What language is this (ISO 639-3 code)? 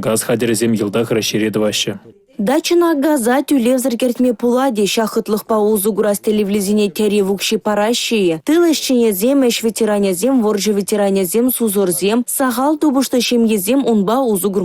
chv